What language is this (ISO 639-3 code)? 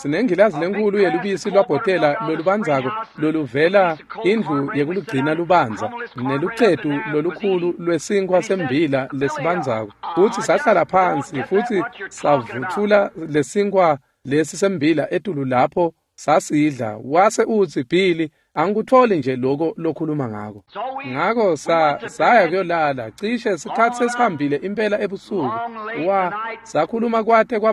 ssw